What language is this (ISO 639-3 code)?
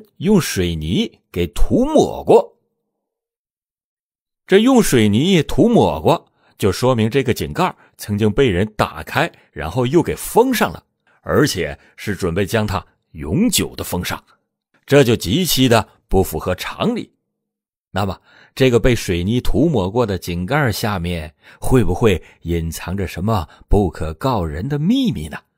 zho